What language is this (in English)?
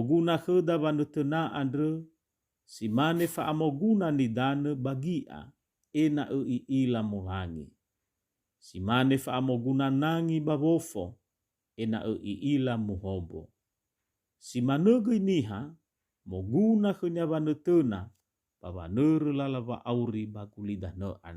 Nias